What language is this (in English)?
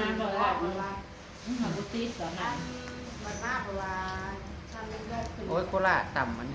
Northeastern Thai